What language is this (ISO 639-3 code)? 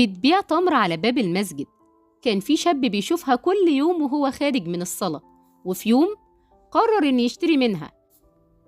arz